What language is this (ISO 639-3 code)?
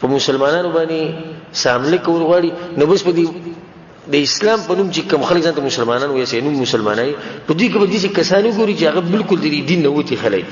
pus